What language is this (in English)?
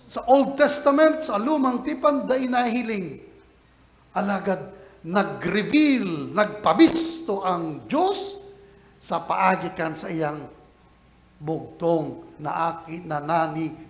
Bikol